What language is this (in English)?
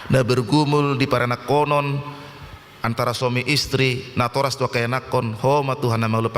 Batak Toba